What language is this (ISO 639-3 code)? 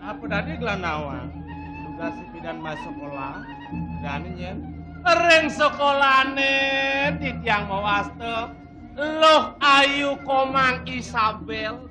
ban